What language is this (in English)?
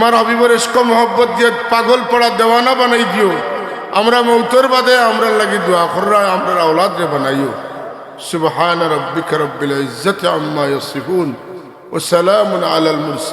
Sylheti